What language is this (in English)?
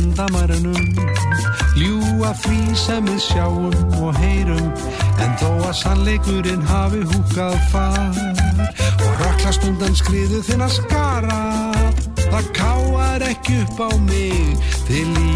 Icelandic